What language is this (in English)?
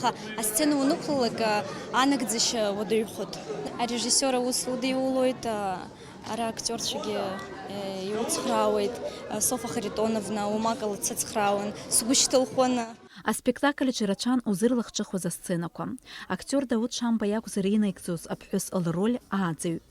Abkhazian